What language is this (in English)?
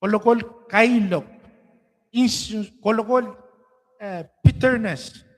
Pohnpeian